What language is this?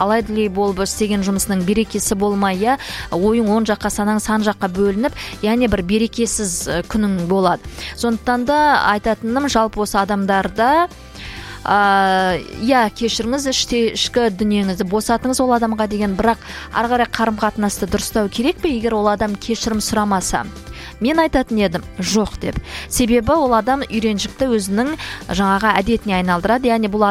Kazakh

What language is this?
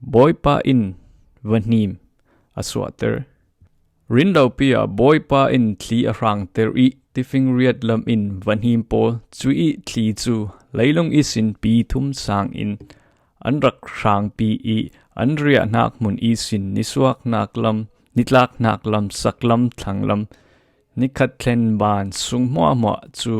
Falam Chin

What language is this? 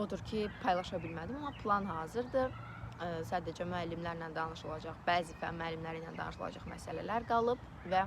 Azerbaijani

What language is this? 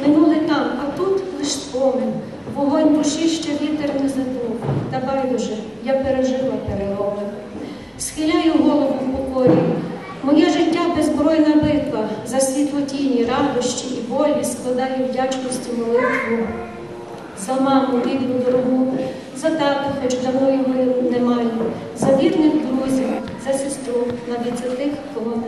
Ukrainian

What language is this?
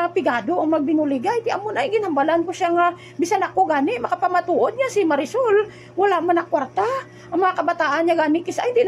Hiligaynon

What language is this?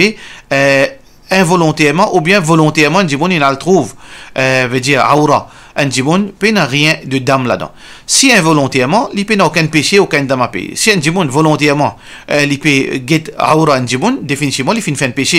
Morisyen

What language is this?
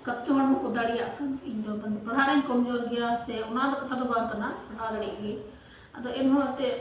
Santali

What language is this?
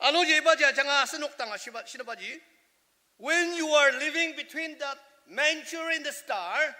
Ao Naga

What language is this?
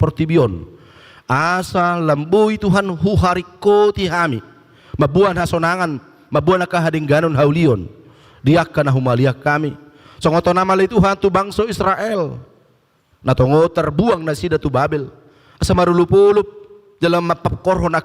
Batak Toba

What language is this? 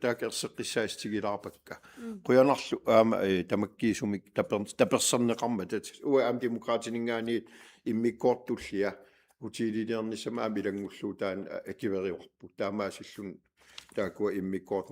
Kalaallisut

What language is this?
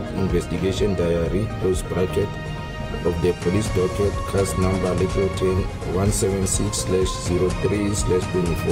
Tsonga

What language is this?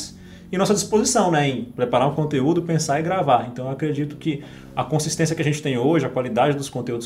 Portuguese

